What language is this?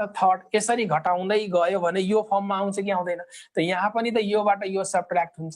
Nepali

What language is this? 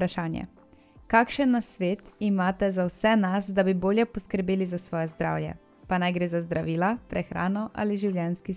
Slovenian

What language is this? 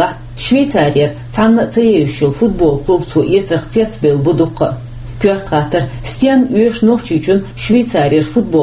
Chechen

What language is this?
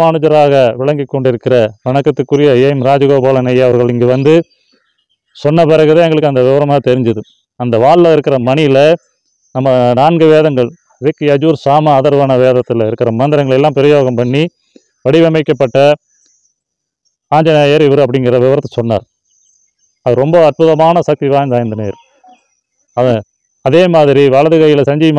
Tamil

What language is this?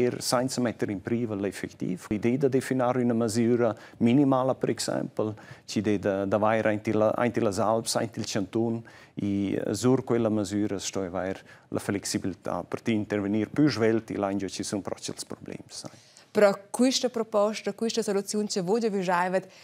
Romansh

